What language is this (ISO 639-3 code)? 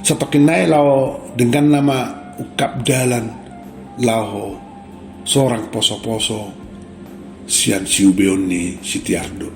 bbc